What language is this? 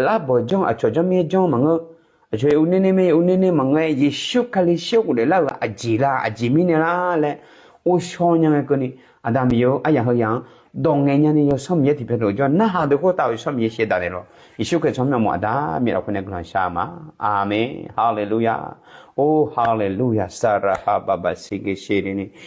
Akha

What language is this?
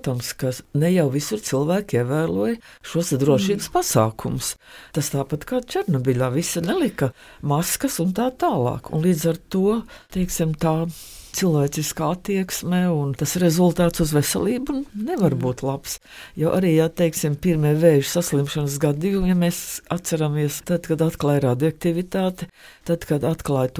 Latvian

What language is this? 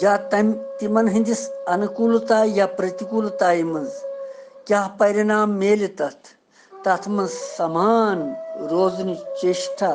Kashmiri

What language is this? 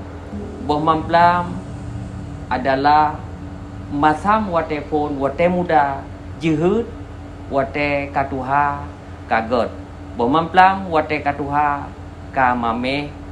Achinese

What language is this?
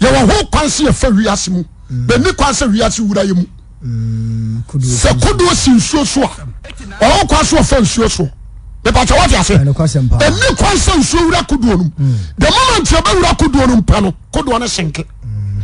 Akan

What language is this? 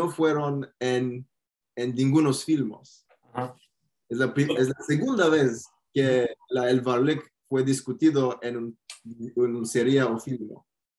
Ladino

